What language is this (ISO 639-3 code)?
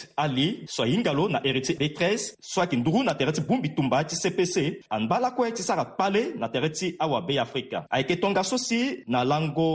sag